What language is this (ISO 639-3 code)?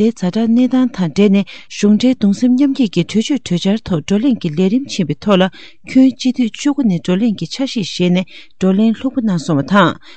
bod